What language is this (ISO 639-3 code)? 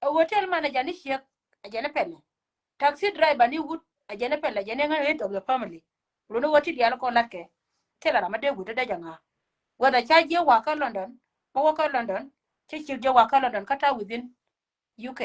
nus